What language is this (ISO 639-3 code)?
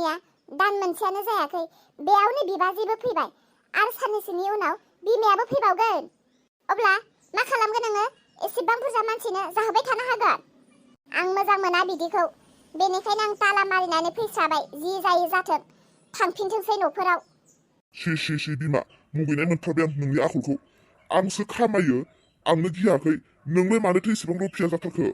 brx